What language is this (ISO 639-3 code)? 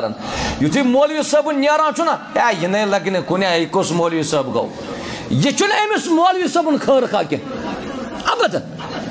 kas